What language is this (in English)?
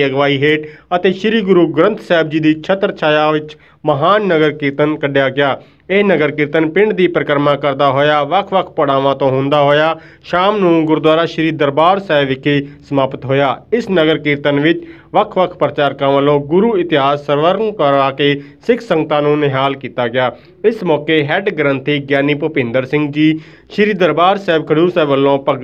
Punjabi